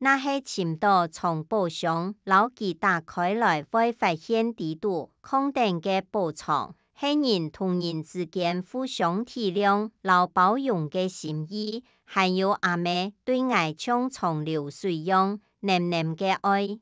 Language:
Hakka Chinese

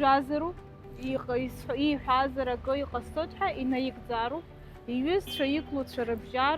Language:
Abkhazian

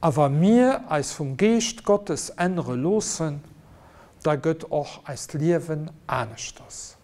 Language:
Luxembourgish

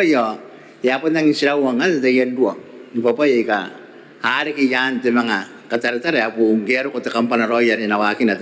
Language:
Gilbertese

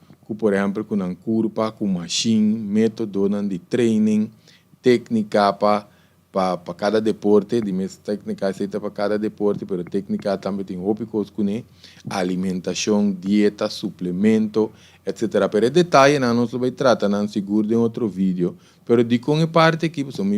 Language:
Papiamento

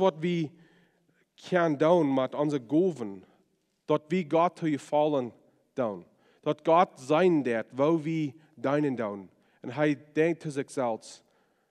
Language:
Plautdietsch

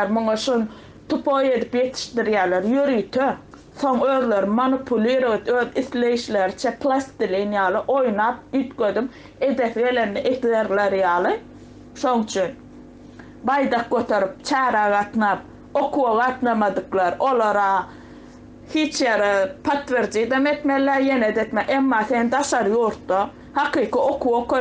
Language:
Turkmen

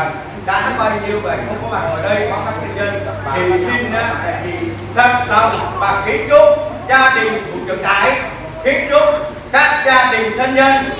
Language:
Vietnamese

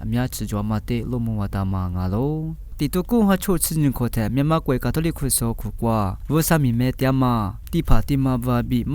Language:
Lisu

